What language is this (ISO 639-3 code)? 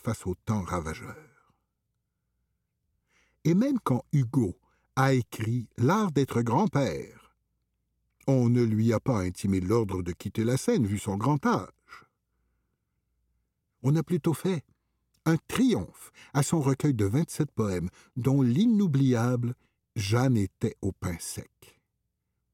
fra